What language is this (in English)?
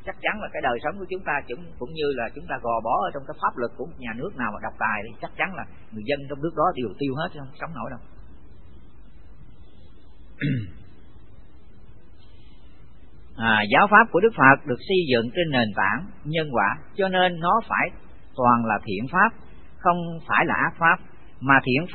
Vietnamese